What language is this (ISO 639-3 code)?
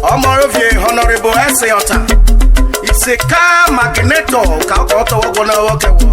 urh